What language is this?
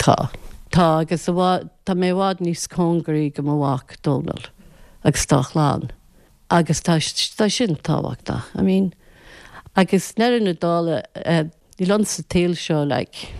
Irish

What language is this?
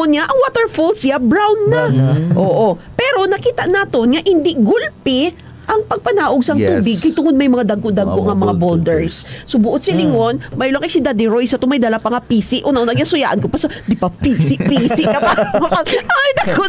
Hiligaynon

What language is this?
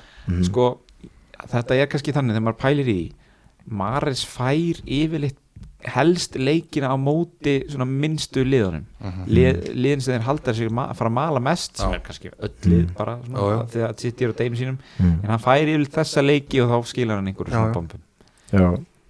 Icelandic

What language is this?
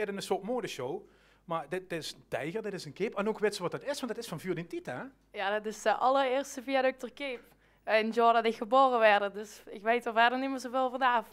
Limburgish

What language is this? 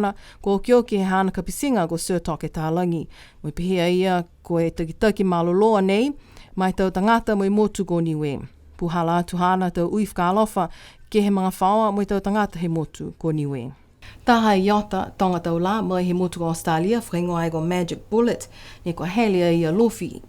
Niuean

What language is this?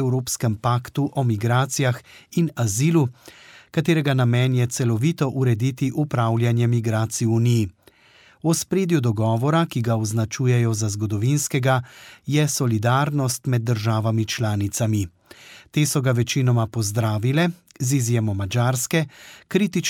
Slovenian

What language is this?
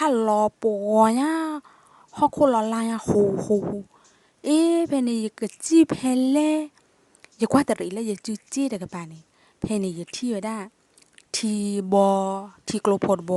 S'gaw Karen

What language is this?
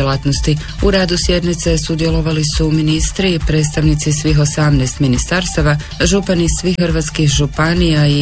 Croatian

